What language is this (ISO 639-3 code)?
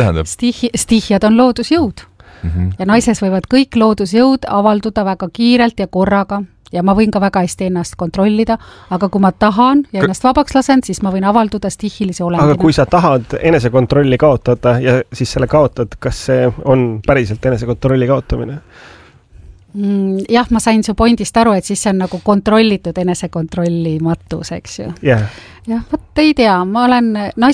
est